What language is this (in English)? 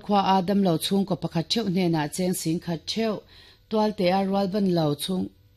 Mizo